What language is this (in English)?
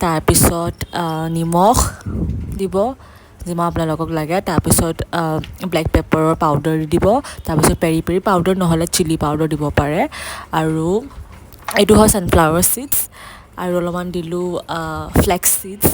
Assamese